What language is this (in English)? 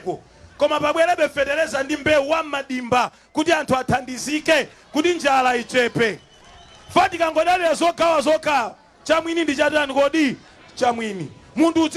Nyanja